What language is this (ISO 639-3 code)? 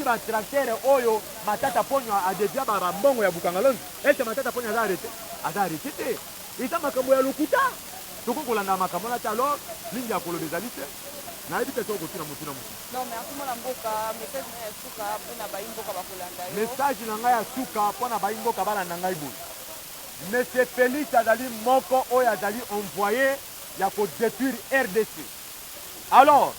lin